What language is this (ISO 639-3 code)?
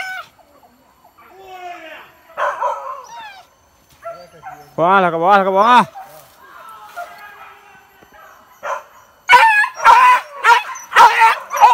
msa